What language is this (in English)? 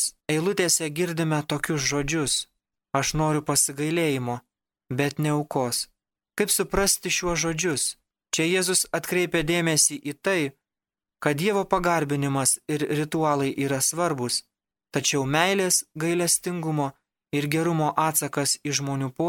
Lithuanian